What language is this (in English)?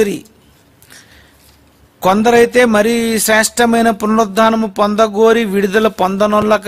Telugu